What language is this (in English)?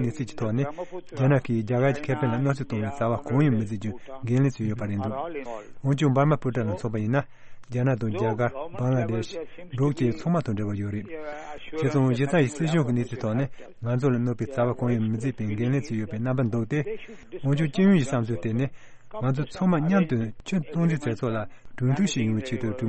Tibetan